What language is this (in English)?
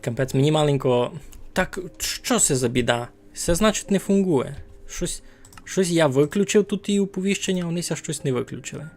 Rusyn